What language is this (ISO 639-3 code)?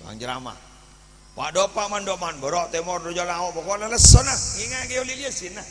mad